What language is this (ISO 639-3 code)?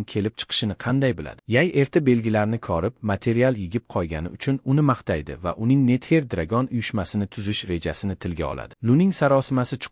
uzb